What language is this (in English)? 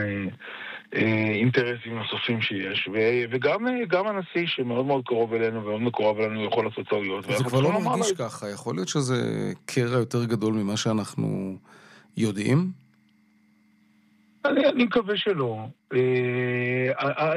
Hebrew